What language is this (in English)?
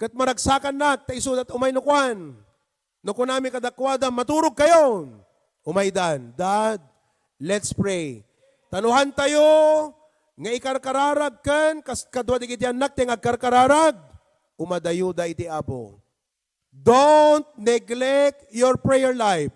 Iloko